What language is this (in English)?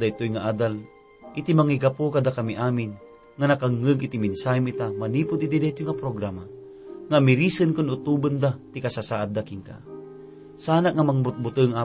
Iloko